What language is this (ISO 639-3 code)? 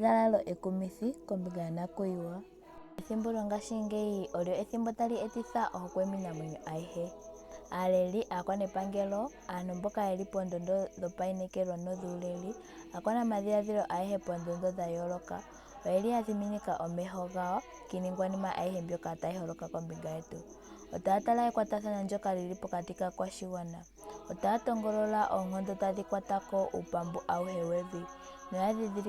ndo